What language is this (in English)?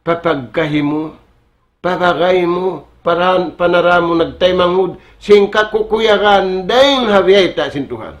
Tausug